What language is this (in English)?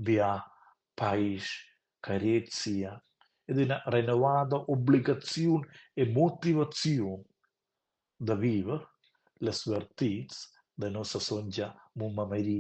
Romansh